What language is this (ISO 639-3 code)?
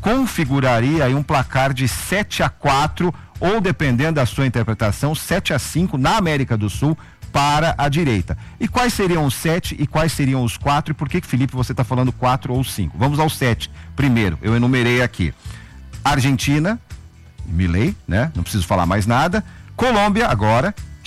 por